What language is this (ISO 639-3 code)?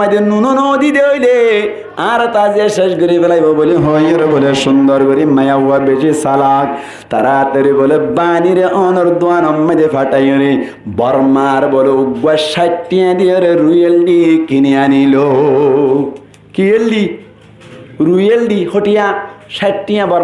rhg